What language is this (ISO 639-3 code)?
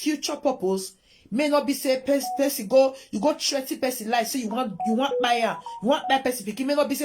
pcm